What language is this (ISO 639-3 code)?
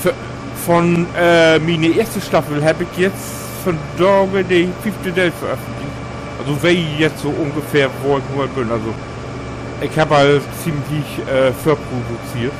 nds